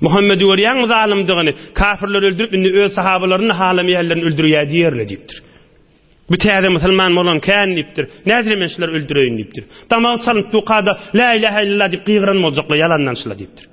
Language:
Turkmen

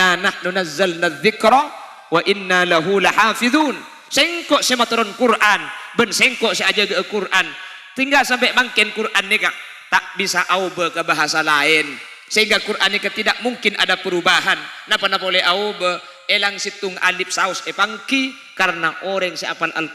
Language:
Madurese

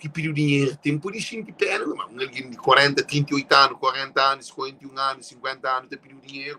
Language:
Kabuverdianu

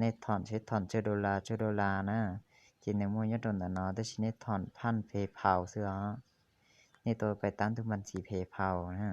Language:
Hmong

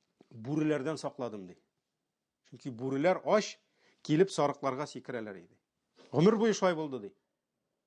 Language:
Tatar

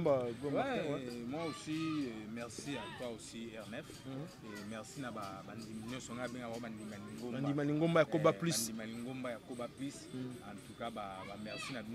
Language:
Lingala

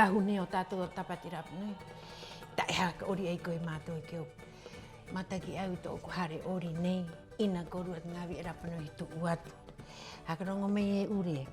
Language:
Rapanui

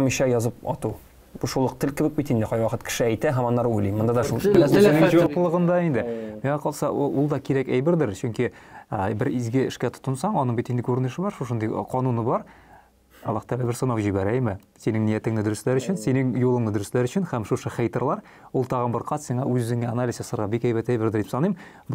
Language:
Tatar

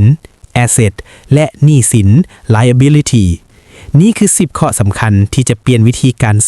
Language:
Lao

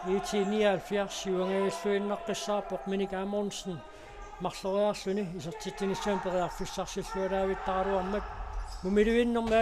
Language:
Kalaallisut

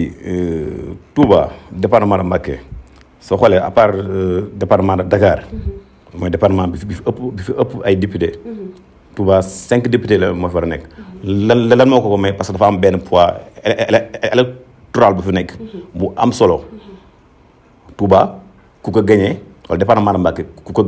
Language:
Wolof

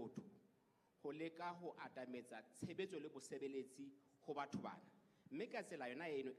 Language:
Southern Sotho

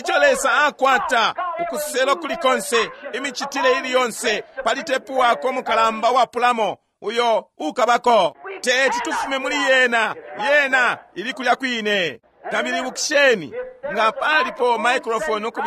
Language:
Bemba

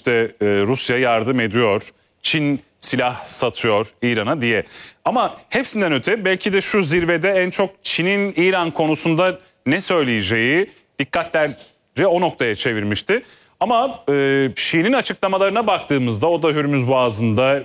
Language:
Turkish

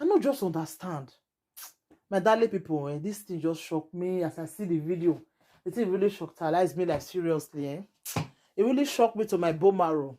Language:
Nigerian Pidgin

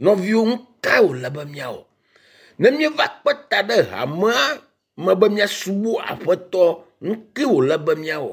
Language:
Ewe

